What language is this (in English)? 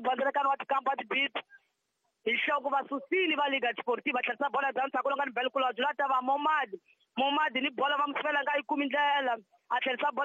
Tsonga